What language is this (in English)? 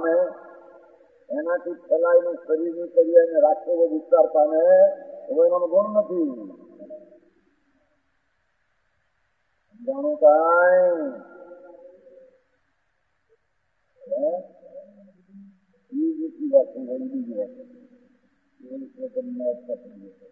Gujarati